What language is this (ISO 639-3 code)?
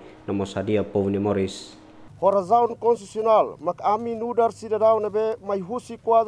tet